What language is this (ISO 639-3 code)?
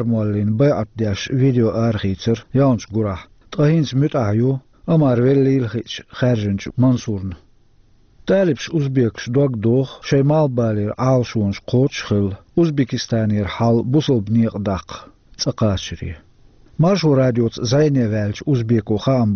che